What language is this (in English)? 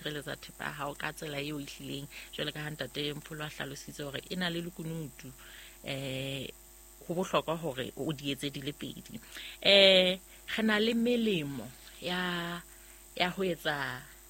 Southern Sotho